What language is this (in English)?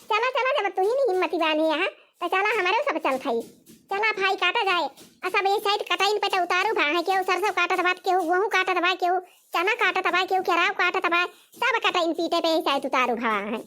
Awadhi